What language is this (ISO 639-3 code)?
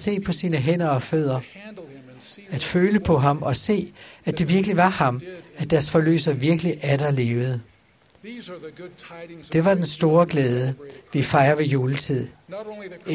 dan